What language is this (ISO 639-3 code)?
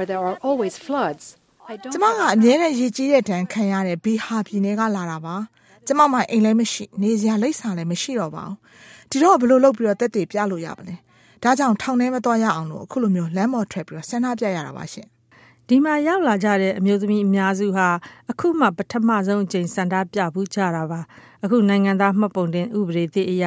mya